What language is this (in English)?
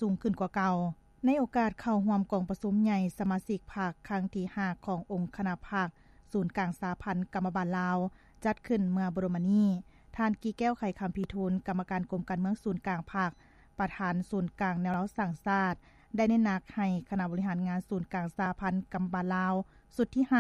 Lao